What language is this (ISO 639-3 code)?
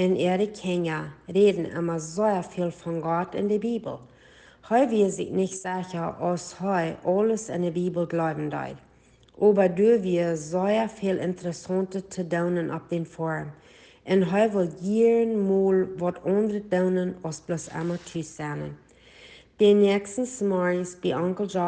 pdt